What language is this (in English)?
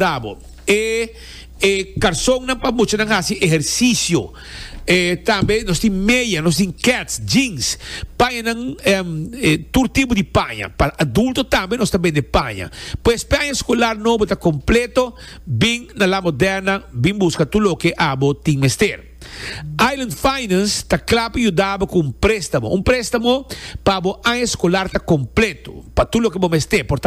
Papiamento